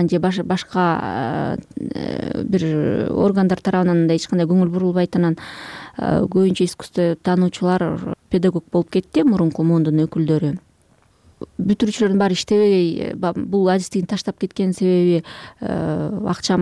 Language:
Kyrgyz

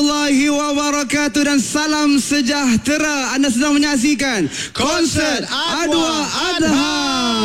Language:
Malay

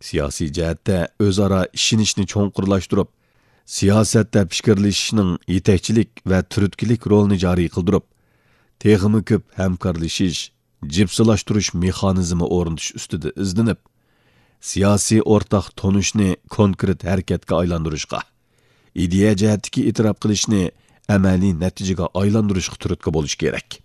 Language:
Uyghur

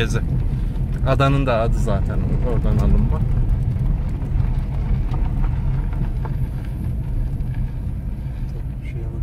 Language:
Turkish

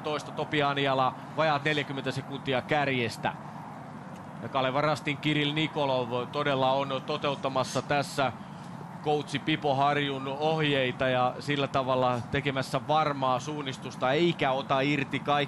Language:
Finnish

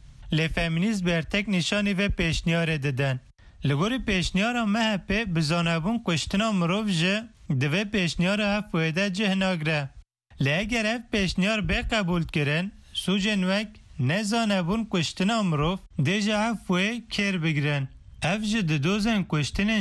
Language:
Kurdish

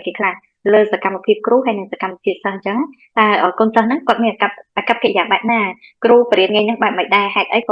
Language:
Khmer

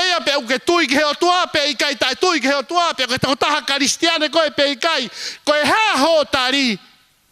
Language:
Tongan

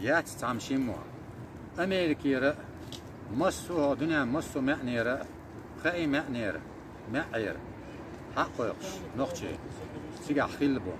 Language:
Chechen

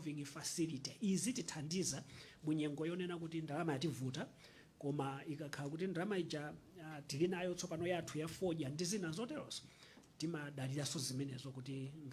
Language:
Nyanja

